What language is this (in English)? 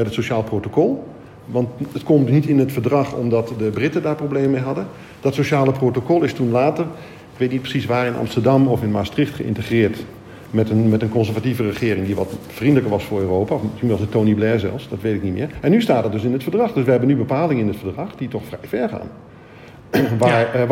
Dutch